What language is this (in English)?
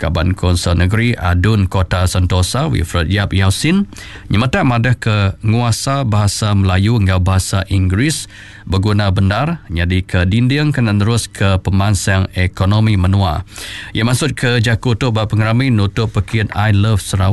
Iban